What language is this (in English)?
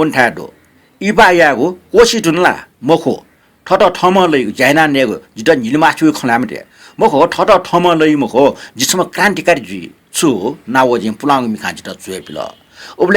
Newari